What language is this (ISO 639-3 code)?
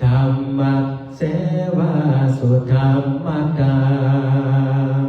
pli